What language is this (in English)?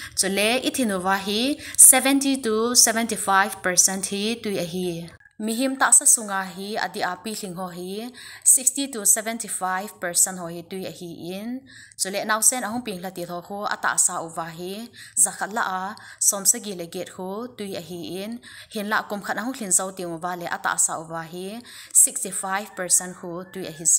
Thado Chin